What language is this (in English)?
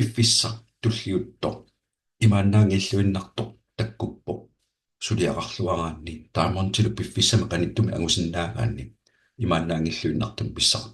Kalaallisut